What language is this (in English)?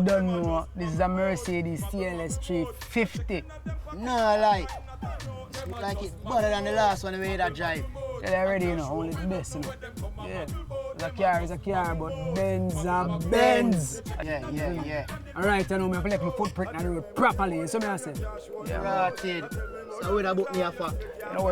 Jamaican Creole English